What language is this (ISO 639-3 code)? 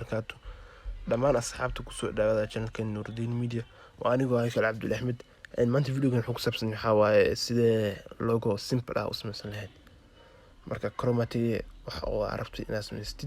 som